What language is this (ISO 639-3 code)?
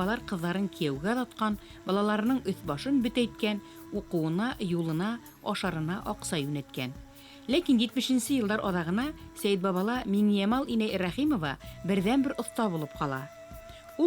bak